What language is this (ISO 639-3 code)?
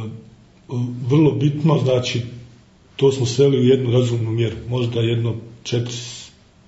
bos